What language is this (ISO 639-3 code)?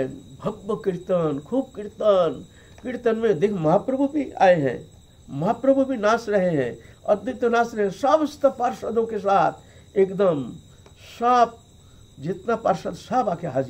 hin